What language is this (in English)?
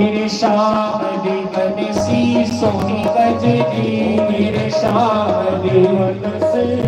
Dogri